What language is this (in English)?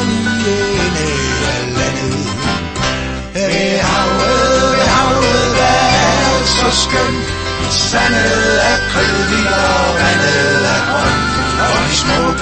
Danish